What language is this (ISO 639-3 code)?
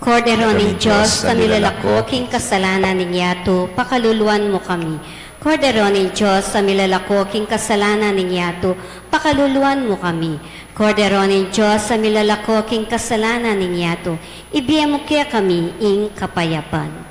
pam